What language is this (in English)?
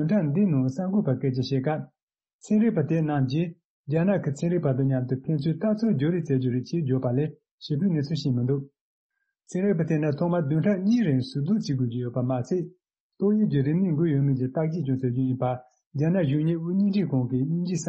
Tibetan